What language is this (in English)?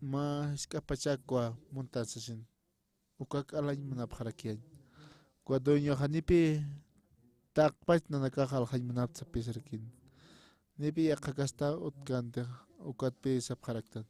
Aymara